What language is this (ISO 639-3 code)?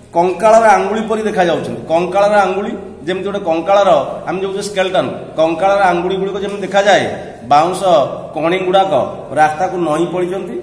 ori